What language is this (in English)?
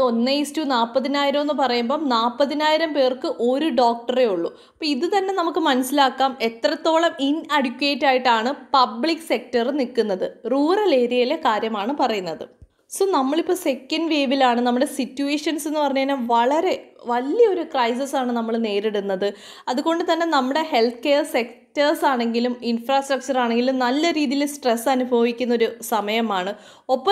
Malayalam